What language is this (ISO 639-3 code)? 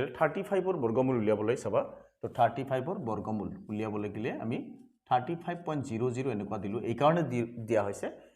asm